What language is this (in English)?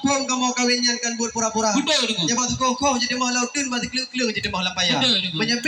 Achinese